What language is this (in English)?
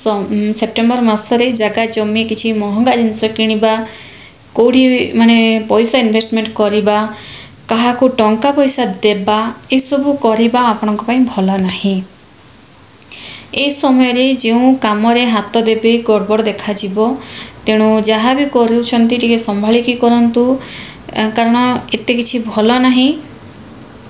Odia